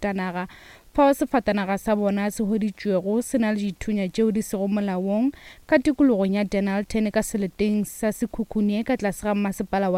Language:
Northern Sotho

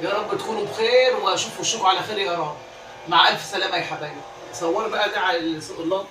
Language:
Egyptian Arabic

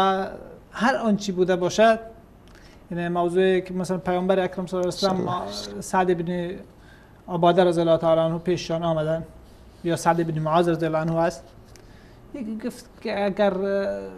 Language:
Persian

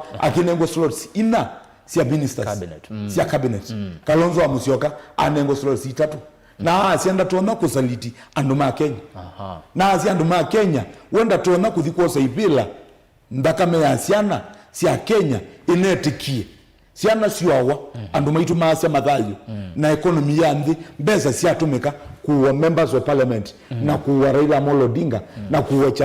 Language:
Kamba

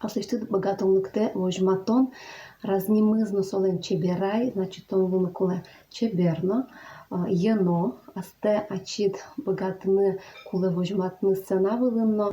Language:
Udmurt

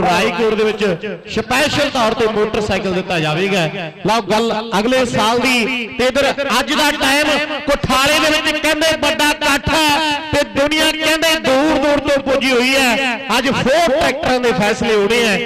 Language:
Punjabi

